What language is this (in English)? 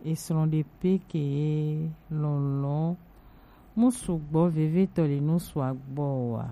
Gen